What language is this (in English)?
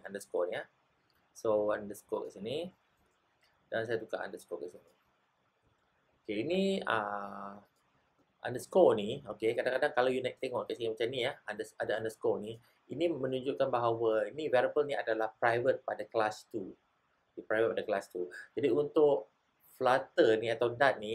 Malay